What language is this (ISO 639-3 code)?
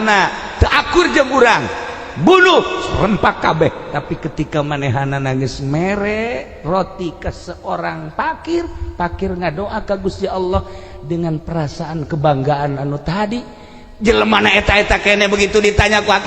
sun